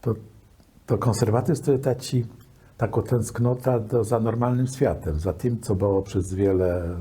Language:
Kashubian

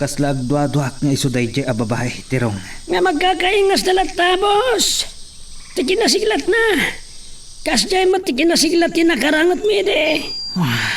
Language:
Iloko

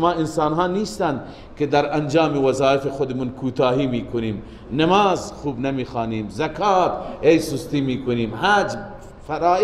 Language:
Persian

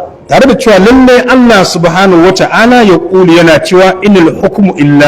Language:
Hausa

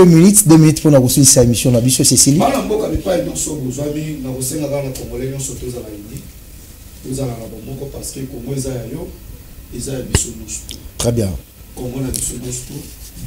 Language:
Lingala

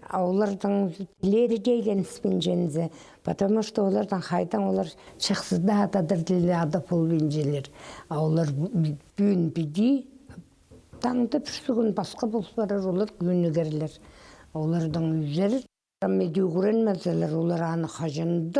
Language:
Khakas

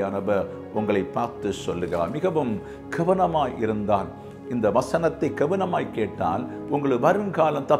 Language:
Tamil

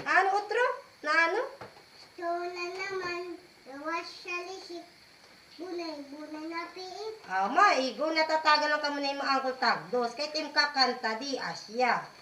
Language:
Waray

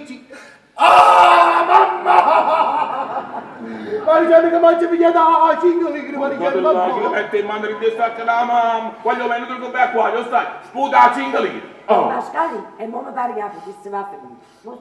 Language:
Neapolitan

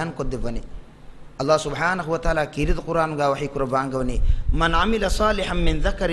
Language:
Divehi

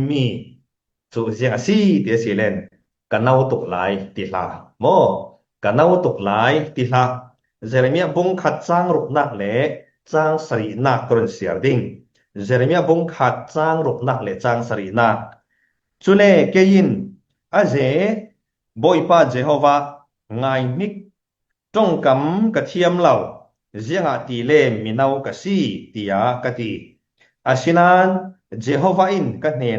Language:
Falam Chin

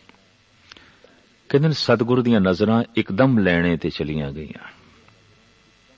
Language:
Punjabi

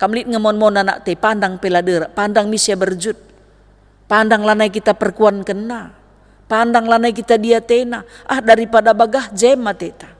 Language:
Batak Karo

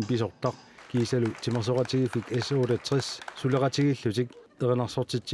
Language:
Kalaallisut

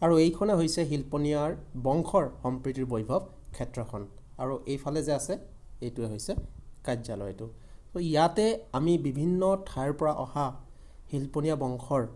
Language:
Assamese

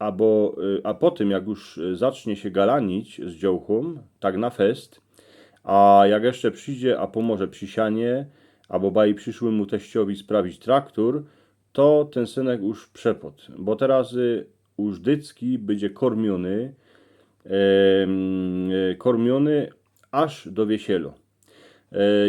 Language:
Silesian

